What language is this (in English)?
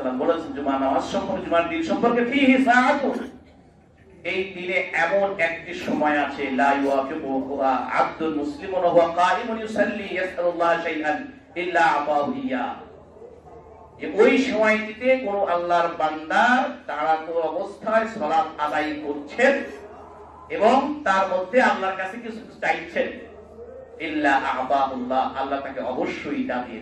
Bangla